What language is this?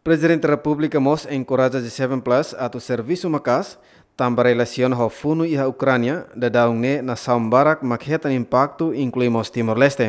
Tetum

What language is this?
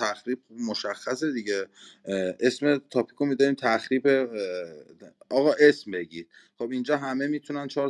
Persian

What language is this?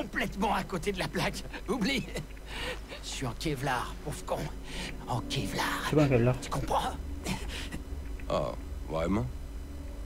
French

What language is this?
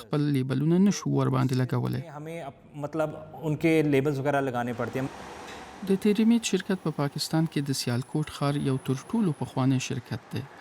Pashto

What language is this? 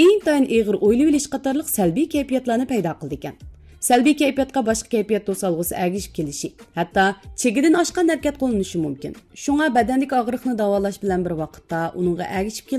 Uyghur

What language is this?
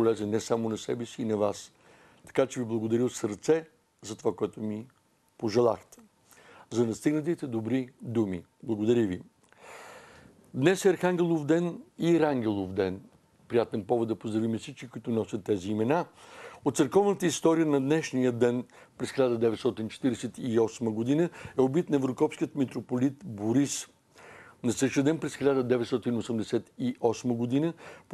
Bulgarian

